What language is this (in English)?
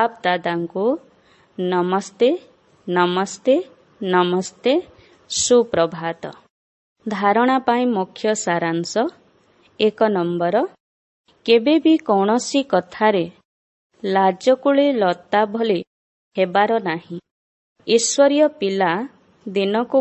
Odia